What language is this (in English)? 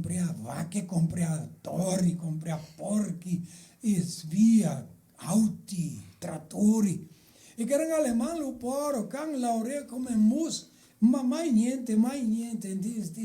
Venetian